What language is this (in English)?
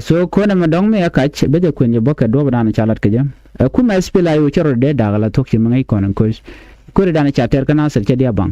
Nuer